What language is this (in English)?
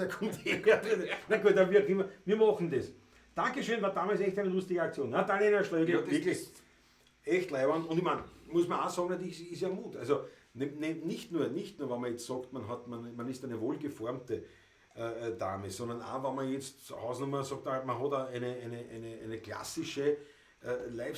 Bavarian